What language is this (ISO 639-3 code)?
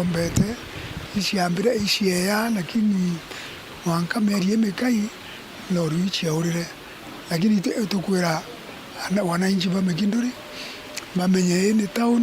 mer